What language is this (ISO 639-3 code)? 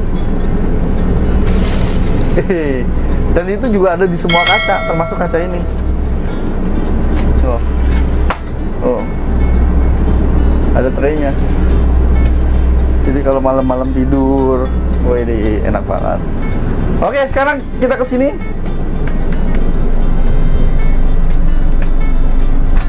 ind